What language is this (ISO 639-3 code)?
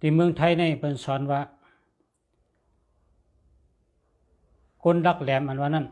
shn